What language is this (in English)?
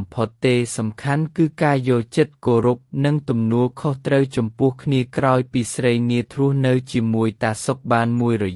Khmer